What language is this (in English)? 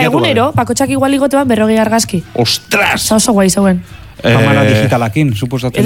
Basque